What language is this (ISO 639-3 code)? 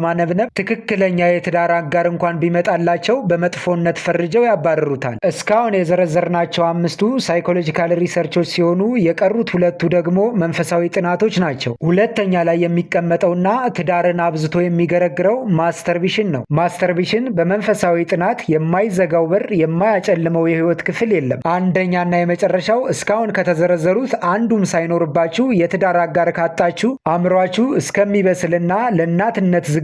amh